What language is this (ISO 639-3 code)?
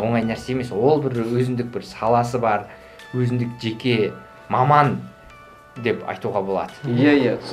kaz